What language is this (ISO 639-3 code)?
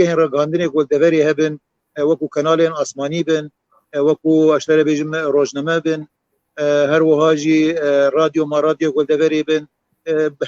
kur